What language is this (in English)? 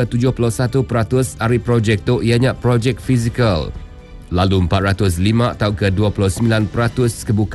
Iban